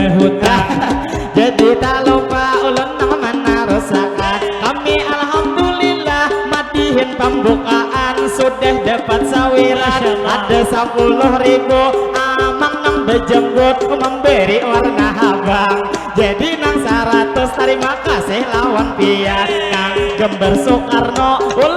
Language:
Banjar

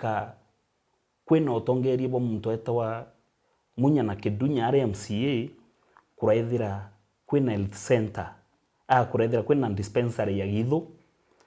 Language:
Meru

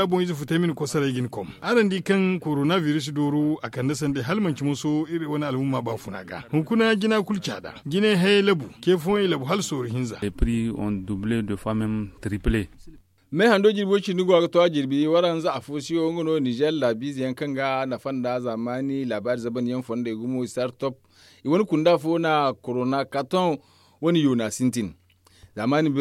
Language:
Zarma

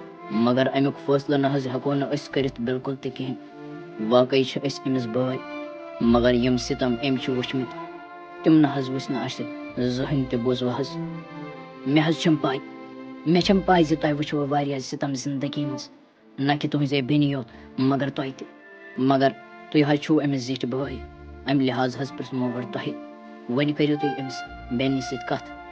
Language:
Kashmiri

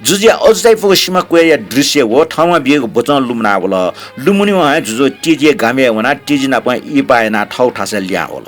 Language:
Newari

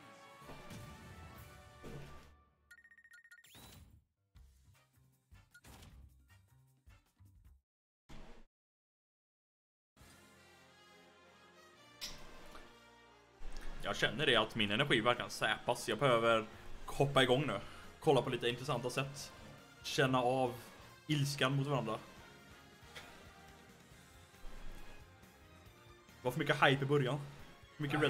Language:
Swedish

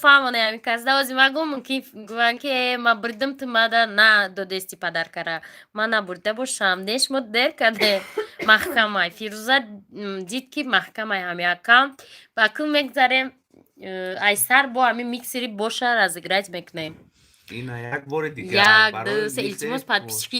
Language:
Tajik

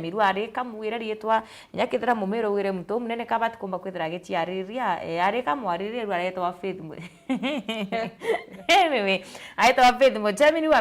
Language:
Meru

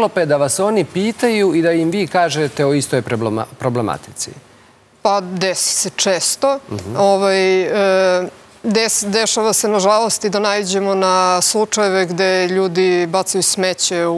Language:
Serbian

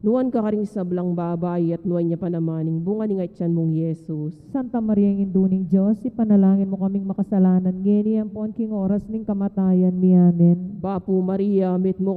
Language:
Pampanga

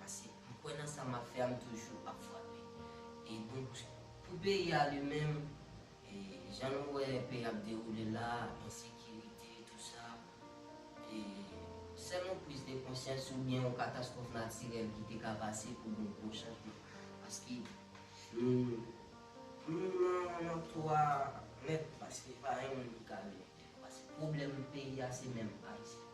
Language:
Haitian Creole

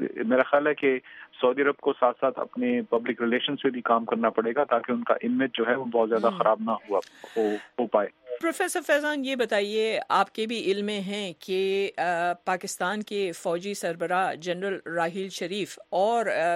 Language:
Urdu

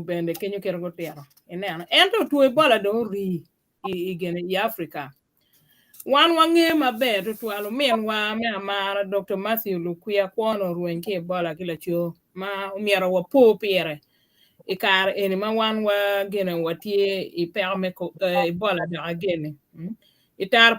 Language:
Acoli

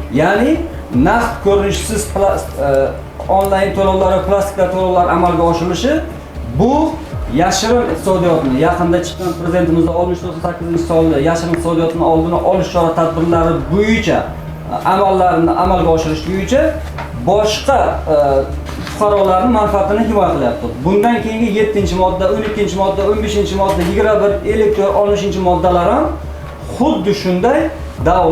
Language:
Uzbek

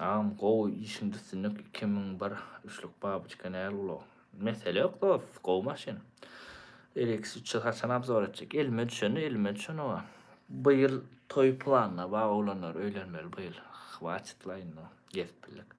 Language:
Turkmen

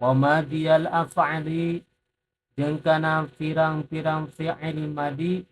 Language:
Sundanese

